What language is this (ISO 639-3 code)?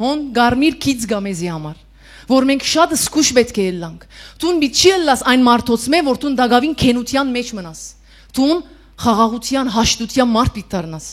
hyw